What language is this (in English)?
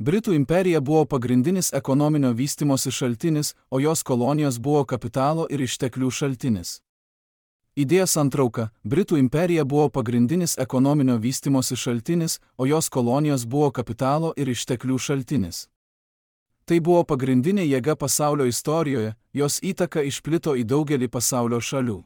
Lithuanian